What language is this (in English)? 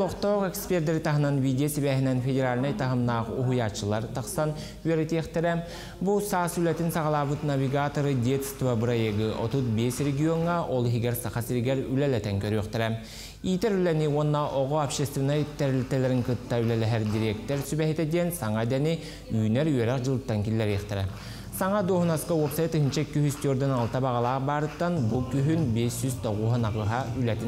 Yakut